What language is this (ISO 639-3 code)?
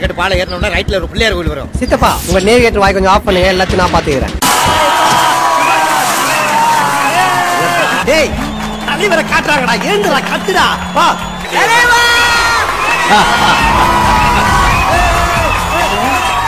tam